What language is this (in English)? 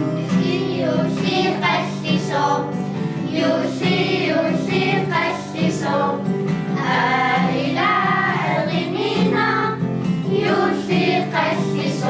Kalaallisut